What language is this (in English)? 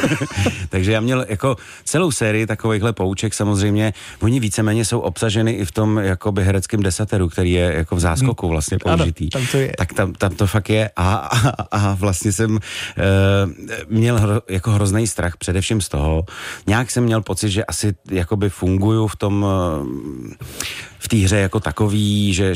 Czech